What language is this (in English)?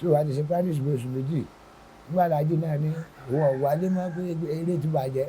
Yoruba